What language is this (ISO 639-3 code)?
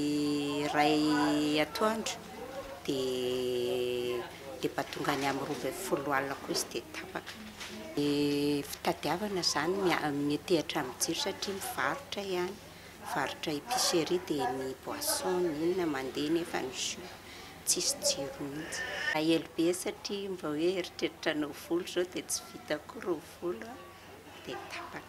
mlg